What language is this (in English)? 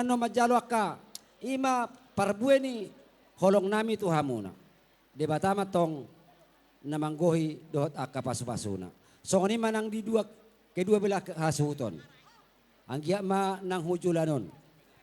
Batak Toba